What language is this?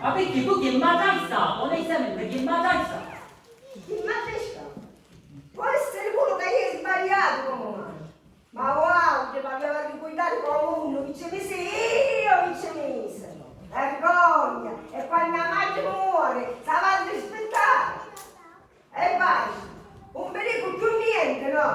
Sicilian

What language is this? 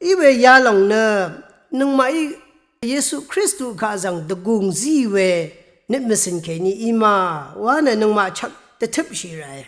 Rawang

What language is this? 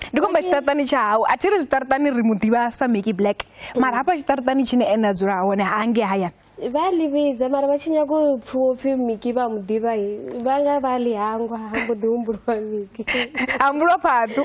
Venda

